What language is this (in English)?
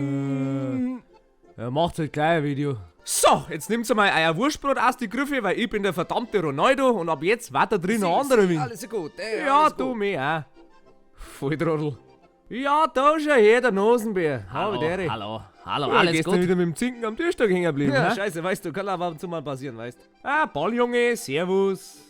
Bavarian